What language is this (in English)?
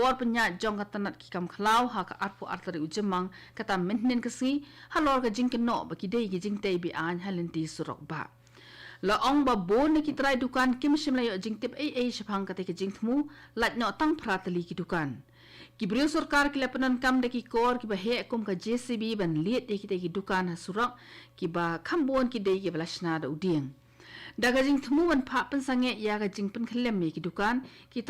Khasi